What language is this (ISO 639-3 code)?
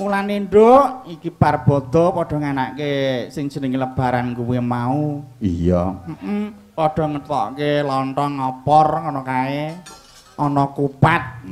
jav